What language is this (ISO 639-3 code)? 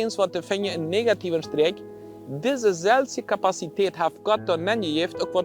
pdt